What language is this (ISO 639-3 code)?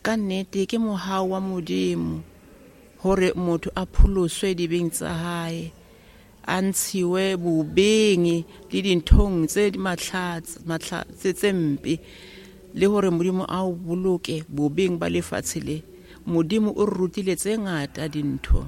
sot